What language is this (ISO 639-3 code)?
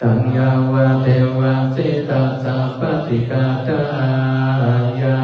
pli